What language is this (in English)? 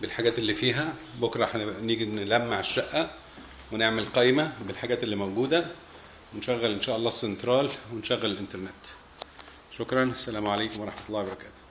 Egyptian Arabic